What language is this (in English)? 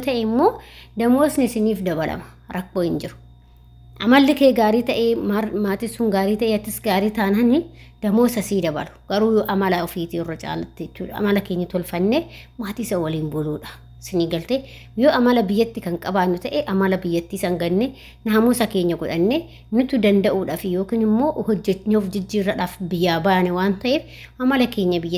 Oromo